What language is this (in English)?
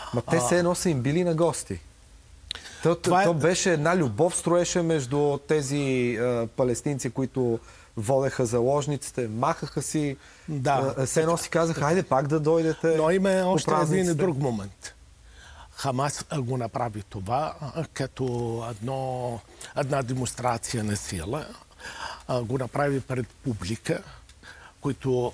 Bulgarian